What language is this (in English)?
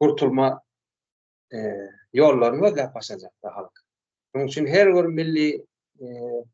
Turkmen